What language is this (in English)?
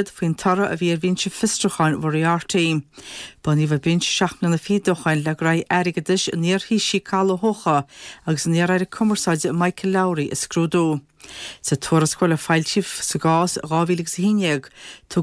Irish